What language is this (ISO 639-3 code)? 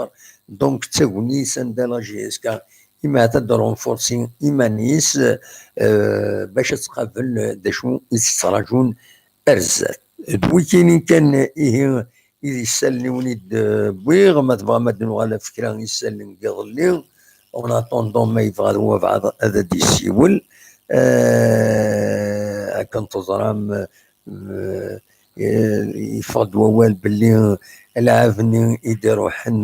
kab